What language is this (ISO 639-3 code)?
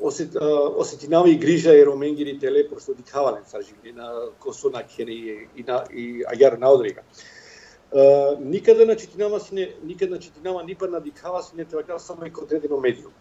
mkd